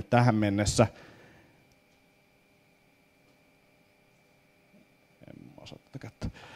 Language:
Finnish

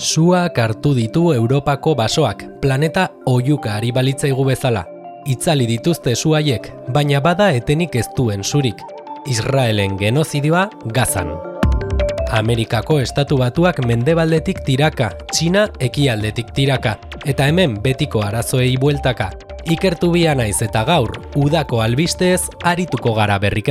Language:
Basque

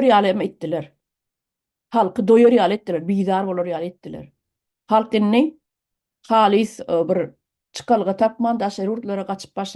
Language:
Turkmen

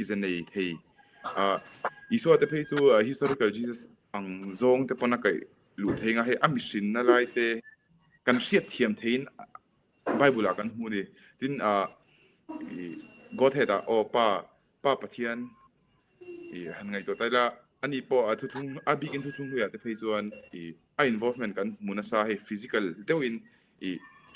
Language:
Mizo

